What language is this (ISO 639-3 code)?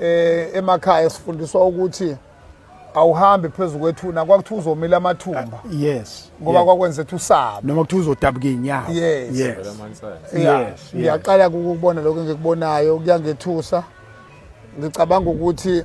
zul